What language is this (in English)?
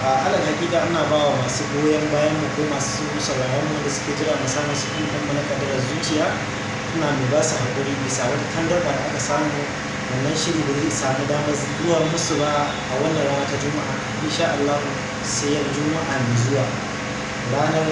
Hausa